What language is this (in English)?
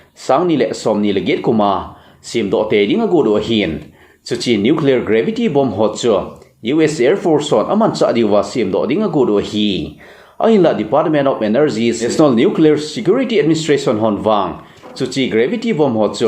Thado Chin